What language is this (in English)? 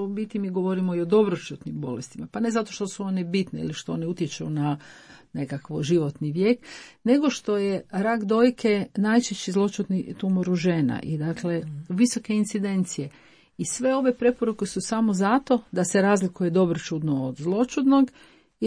Croatian